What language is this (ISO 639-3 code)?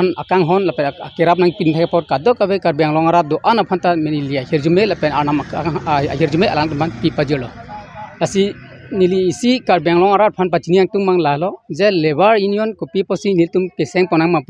mjw